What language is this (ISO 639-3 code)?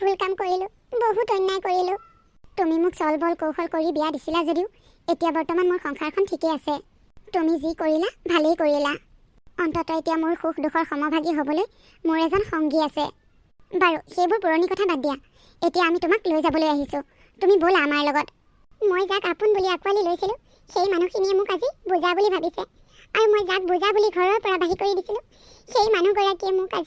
asm